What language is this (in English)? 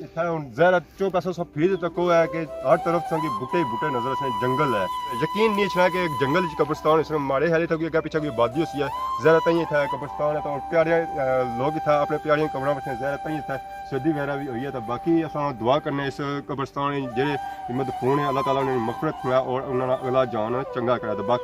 Pahari-Potwari